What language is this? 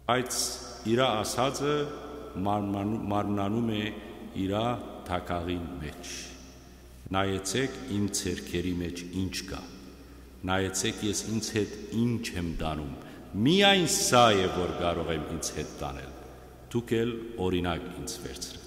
Western Armenian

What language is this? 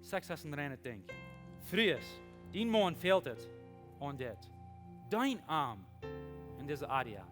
Plautdietsch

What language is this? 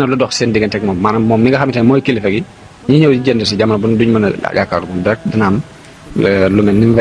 Wolof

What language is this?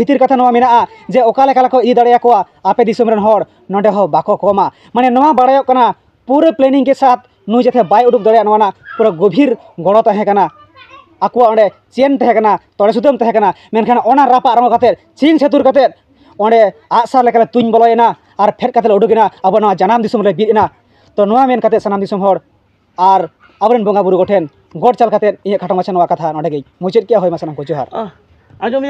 Santali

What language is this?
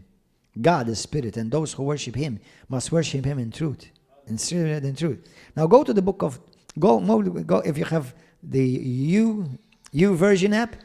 English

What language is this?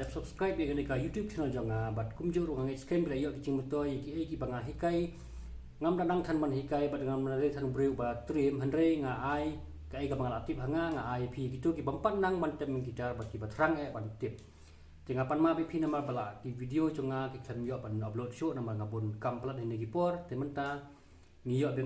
Khasi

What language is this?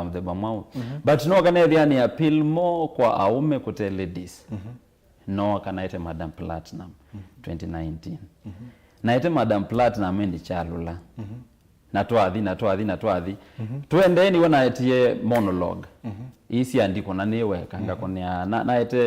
Kamba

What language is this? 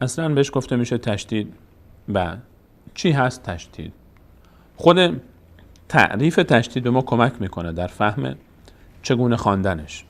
Persian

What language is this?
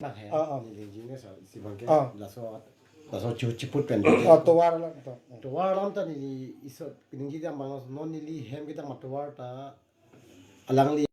Karbi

